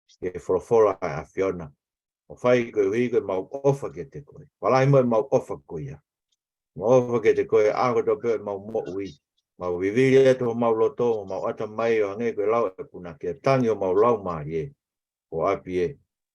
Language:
Tongan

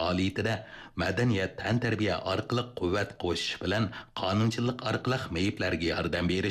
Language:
Uyghur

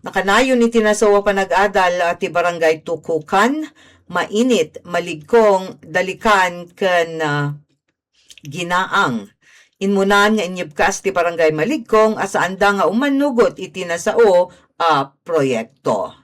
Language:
Iloko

